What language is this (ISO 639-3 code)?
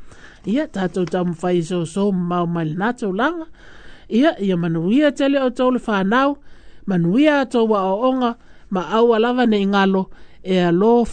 smo